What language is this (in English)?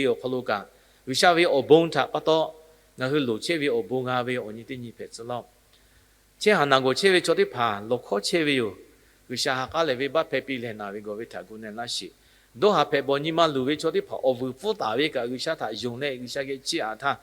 Lahu